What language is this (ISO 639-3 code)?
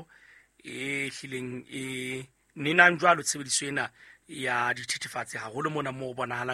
sot